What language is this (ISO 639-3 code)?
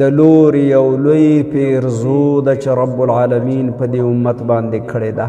pus